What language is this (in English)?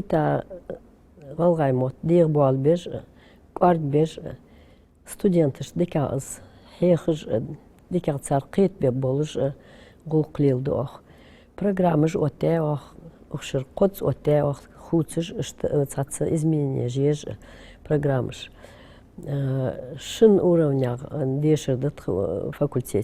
Ingush